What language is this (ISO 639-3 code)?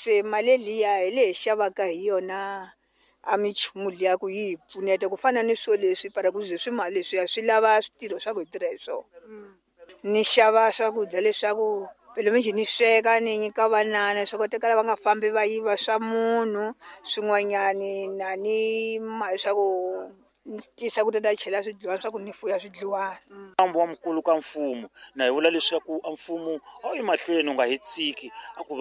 tso